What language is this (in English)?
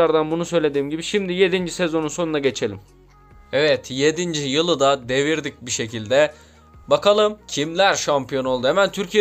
Turkish